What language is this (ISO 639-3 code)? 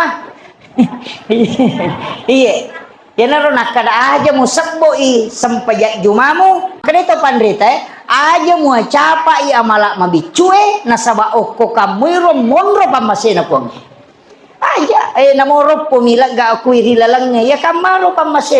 bug